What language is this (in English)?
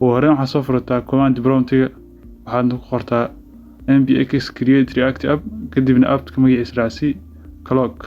Somali